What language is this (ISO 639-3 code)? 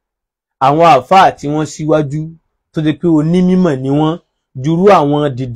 yor